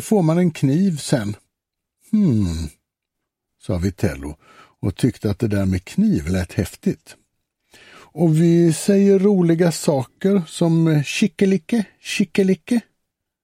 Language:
Swedish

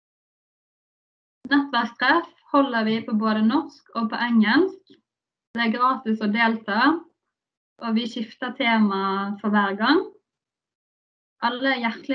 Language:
Norwegian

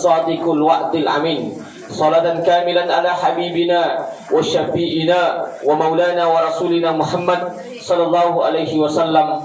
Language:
Buginese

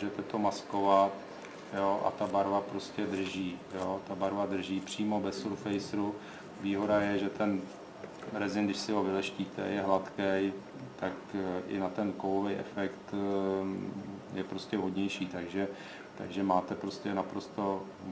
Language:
Czech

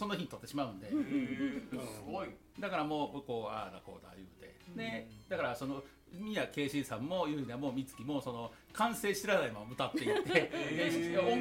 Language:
Japanese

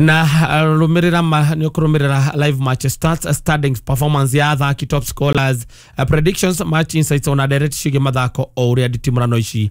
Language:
Kikuyu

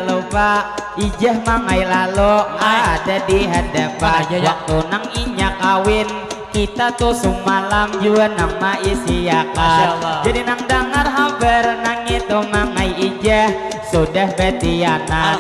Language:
Banjar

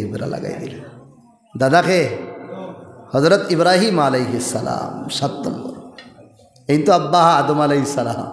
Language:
Sylheti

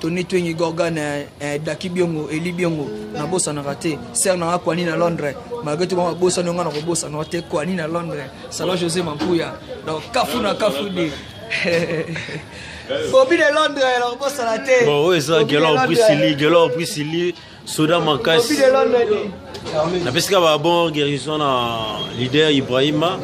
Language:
Lingala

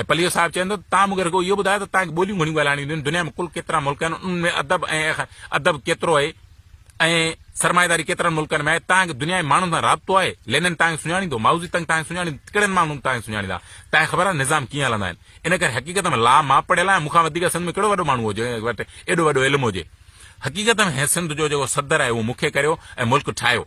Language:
Sindhi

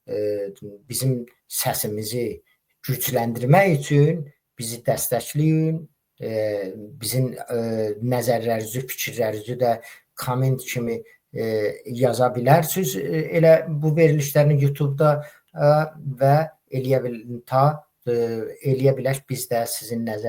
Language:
Azerbaijani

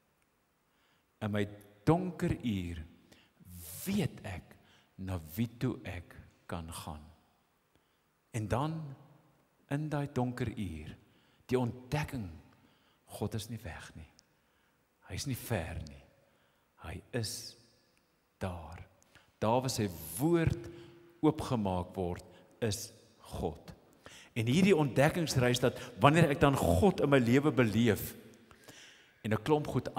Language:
Afrikaans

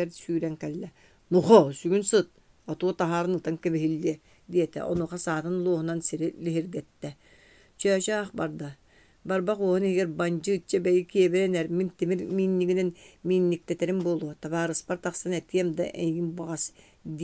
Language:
Yakut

